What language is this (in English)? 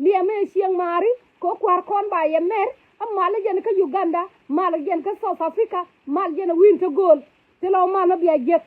Nuer